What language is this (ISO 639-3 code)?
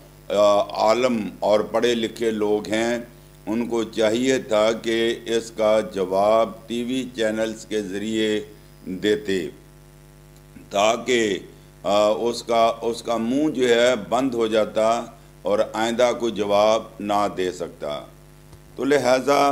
urd